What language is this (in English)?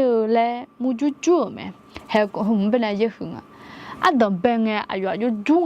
Akha